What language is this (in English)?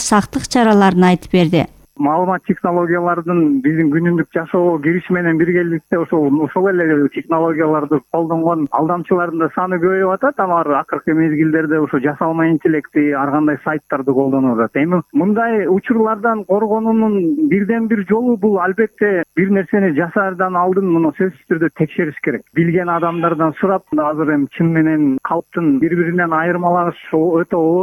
Kyrgyz